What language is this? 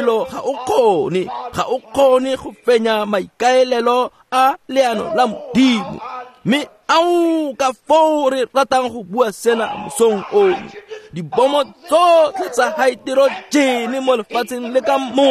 Tswana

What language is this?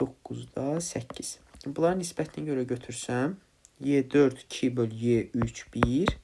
Azerbaijani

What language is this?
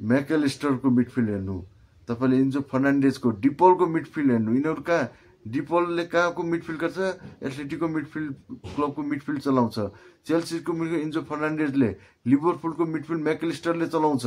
Nepali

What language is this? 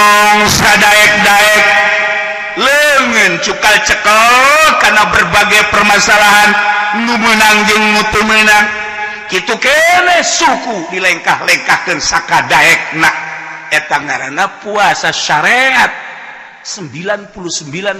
Sundanese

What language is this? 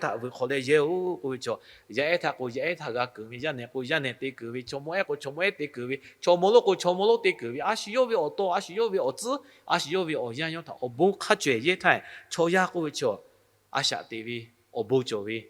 Lahu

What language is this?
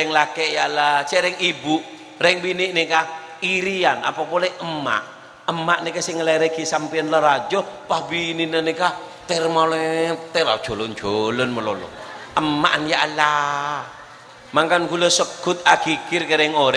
Madurese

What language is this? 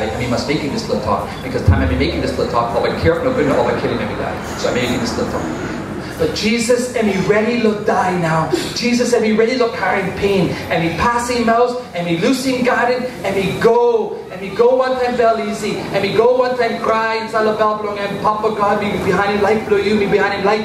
Tok Pisin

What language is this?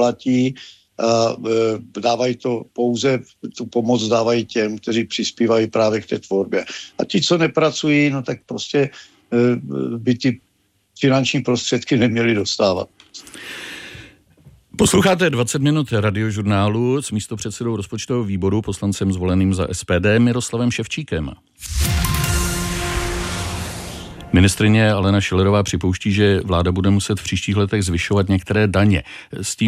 Czech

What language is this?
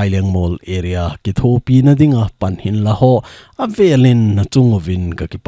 Thado Chin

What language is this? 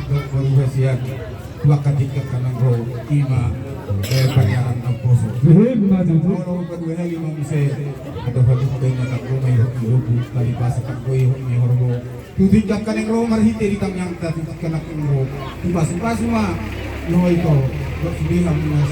Batak Toba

